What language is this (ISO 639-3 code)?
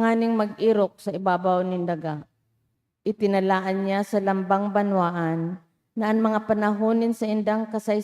bik